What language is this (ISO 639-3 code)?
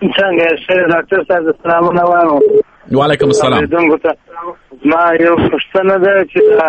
fas